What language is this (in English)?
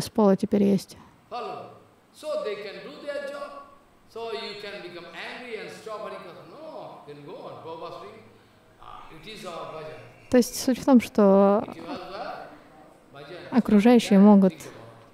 Russian